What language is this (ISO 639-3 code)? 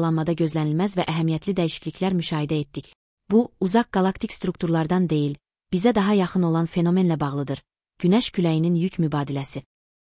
aze